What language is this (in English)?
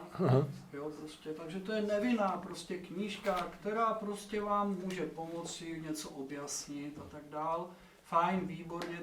Czech